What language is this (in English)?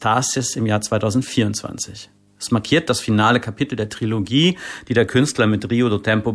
German